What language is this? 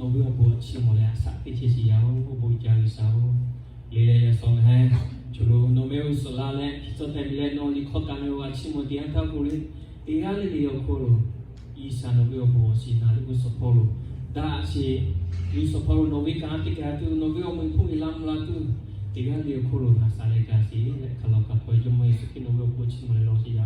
Lahu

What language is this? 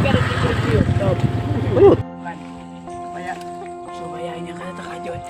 Banjar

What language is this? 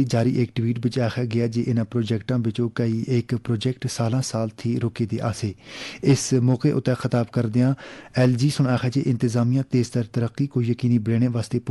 Gujari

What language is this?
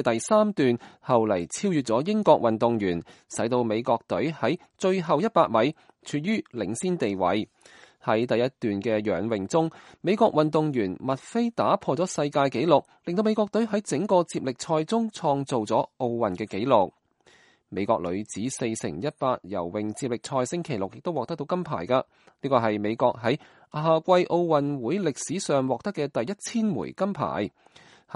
Cantonese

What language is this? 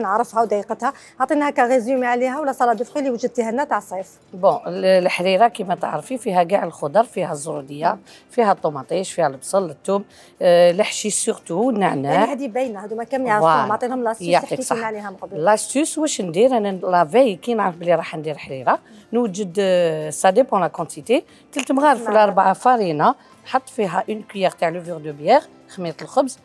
Algerian Arabic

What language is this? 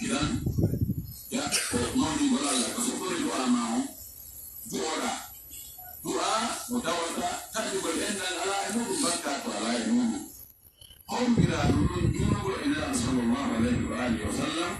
Pular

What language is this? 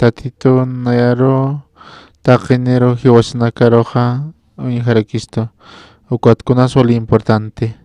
Aymara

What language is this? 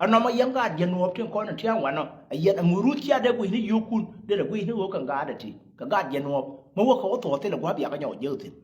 Nuer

